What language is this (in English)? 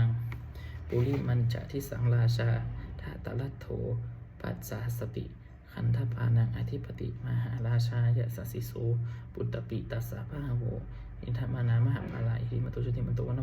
Pali